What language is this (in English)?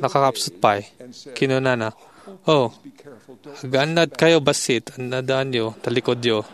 Iloko